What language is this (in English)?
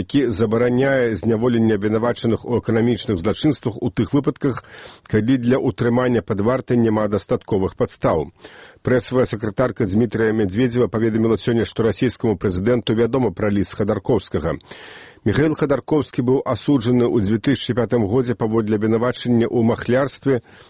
Belarusian